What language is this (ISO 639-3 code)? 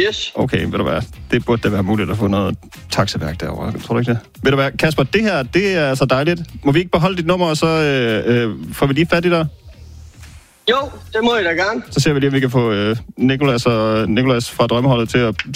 dan